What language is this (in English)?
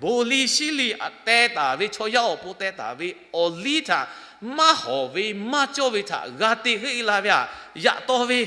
Lahu